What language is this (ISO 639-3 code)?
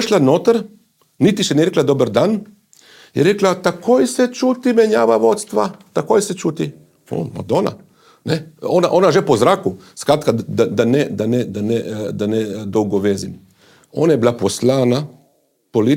slv